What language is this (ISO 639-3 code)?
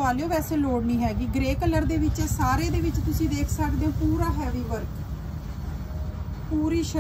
pan